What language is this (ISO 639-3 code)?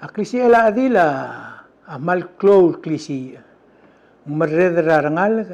pau